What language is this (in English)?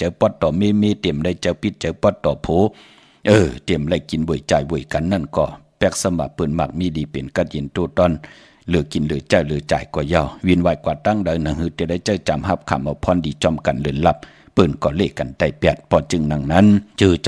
Shan